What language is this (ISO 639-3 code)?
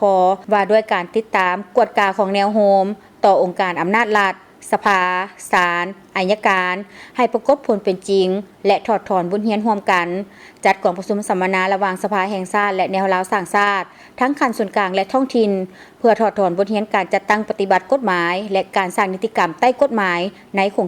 lao